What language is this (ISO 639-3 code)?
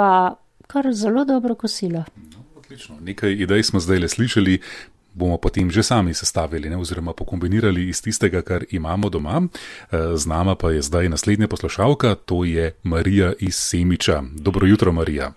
slv